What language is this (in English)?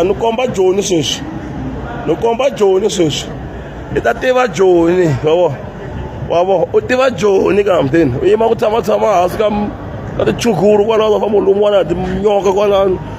Tsonga